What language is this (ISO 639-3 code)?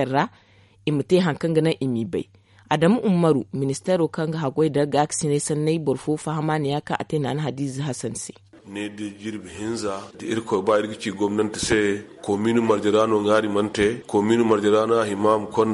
dje